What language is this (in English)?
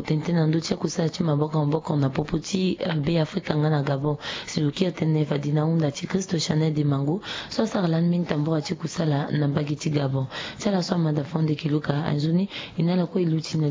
Sango